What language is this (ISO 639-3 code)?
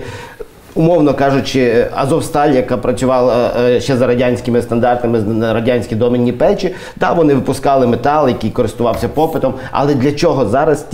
ukr